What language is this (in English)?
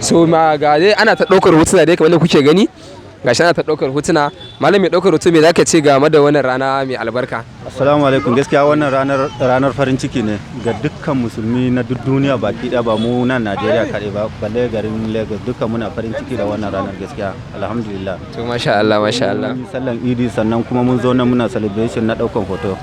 Hausa